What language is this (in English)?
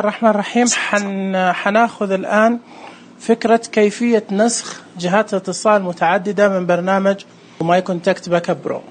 Najdi Arabic